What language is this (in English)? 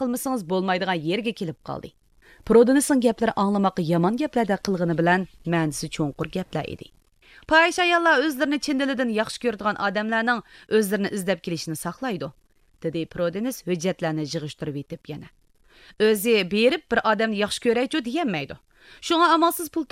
Uyghur